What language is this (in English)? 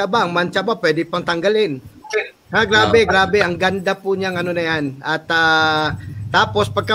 Filipino